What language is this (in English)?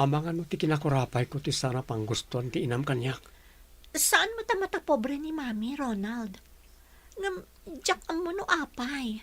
Iloko